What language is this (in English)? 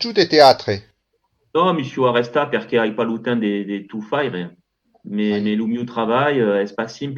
Occitan